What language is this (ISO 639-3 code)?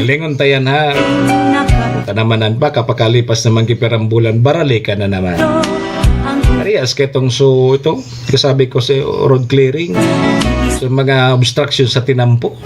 bik